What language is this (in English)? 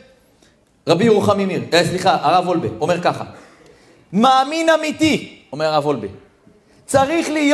Hebrew